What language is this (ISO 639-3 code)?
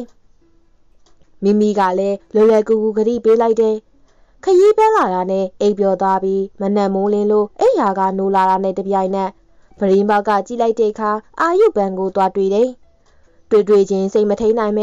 mya